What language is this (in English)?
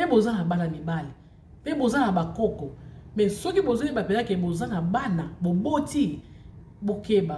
Lingala